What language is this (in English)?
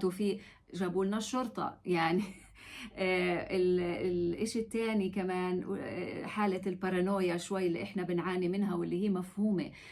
North Levantine Arabic